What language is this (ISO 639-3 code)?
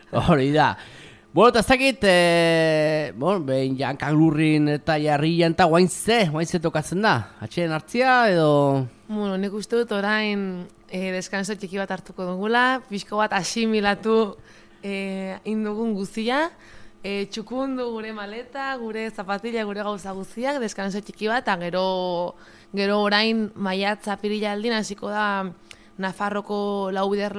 eus